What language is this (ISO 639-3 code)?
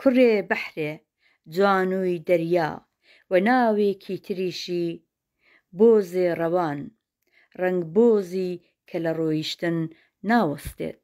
ckb